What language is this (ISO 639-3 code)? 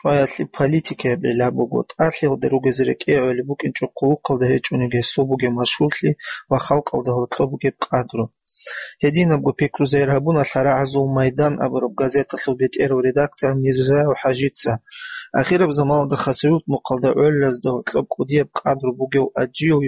ava